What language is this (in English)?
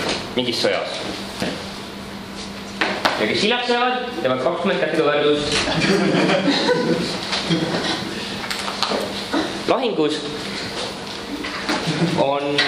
Estonian